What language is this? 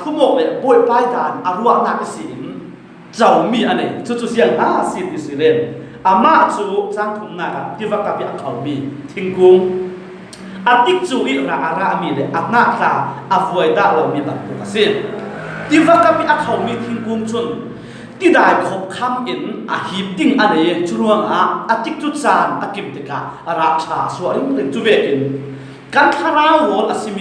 Falam Chin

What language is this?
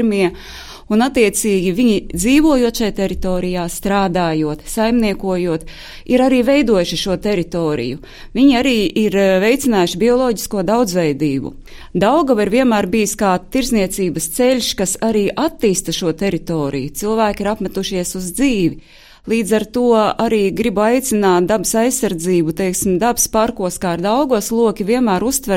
Latvian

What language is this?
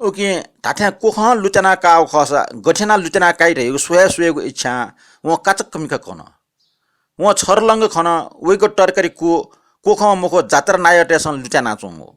Newari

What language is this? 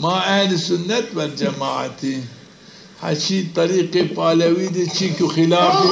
Zaza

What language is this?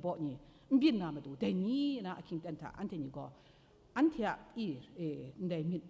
Kachin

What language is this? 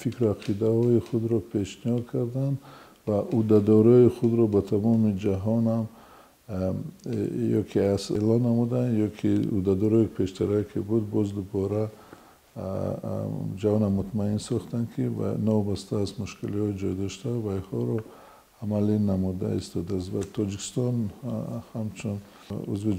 Tajik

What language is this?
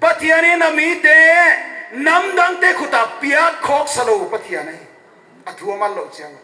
Paite Chin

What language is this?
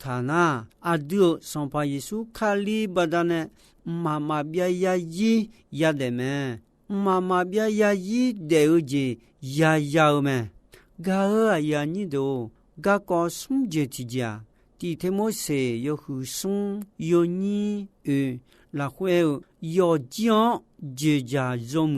Akha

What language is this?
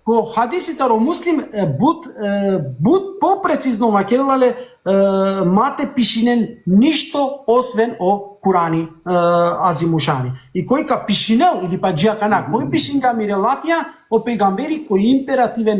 Balkan Romani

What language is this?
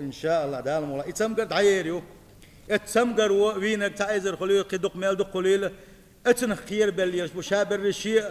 Chechen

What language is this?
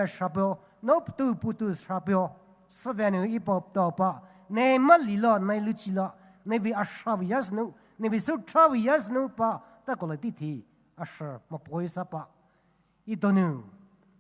Poumei Naga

